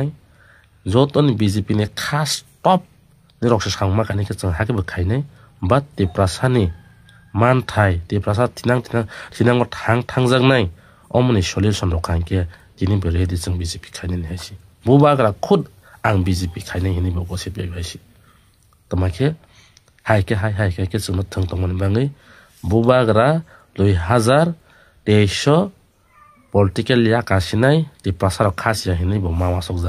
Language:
Kok Borok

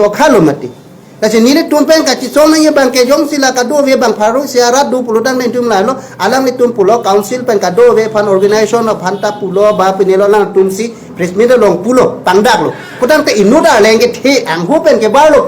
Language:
Karbi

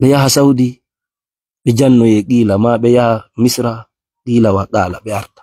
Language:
Fula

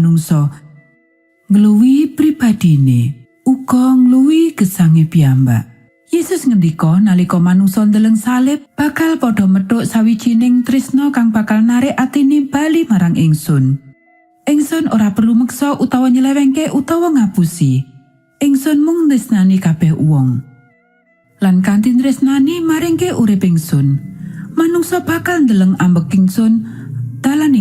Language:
Javanese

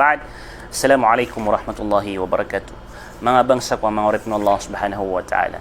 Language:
Maranao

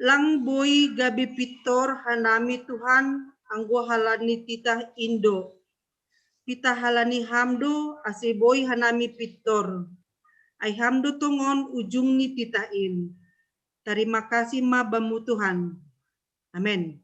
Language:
Batak Simalungun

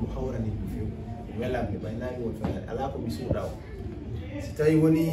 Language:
Fula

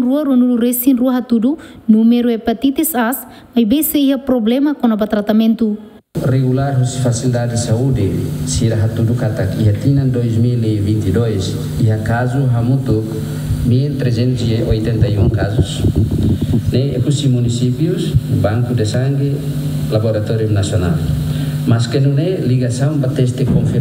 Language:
Tetum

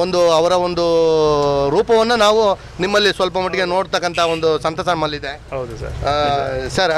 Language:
Kannada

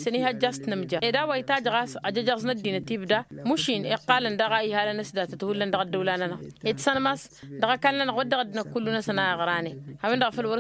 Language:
Tamasheq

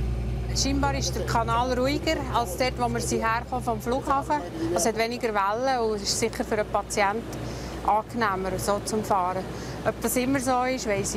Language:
German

